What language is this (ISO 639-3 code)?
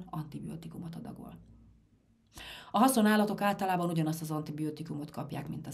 hun